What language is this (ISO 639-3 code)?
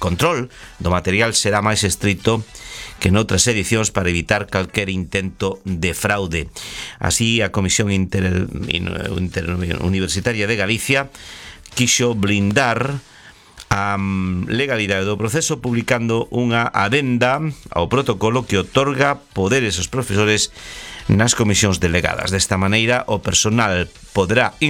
glg